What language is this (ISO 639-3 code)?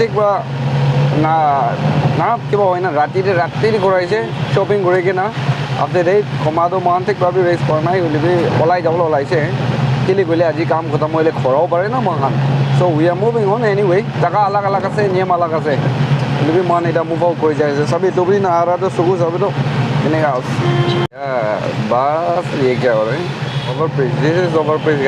nag